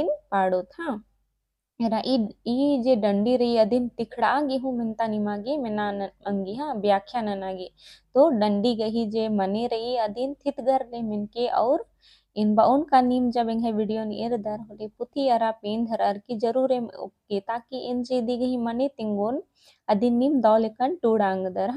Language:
Kurukh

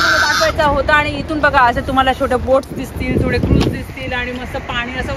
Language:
Marathi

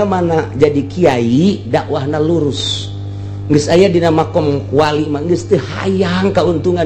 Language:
Sundanese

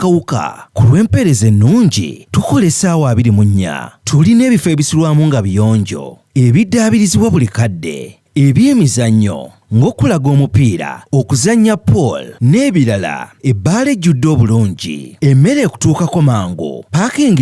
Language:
Ganda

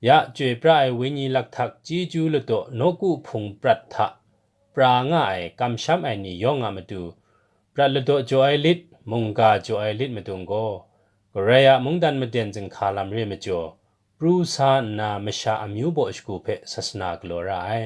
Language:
Kachin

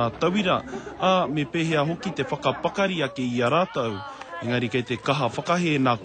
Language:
Māori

